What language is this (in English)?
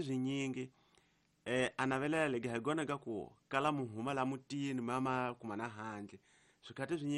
Tsonga